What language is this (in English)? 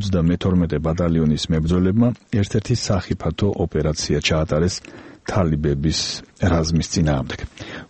Georgian